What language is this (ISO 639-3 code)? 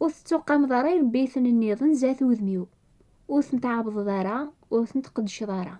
kab